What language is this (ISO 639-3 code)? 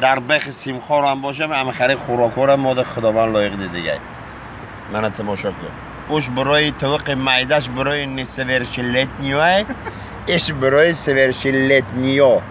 tgk